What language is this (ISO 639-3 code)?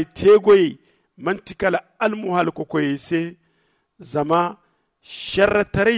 dje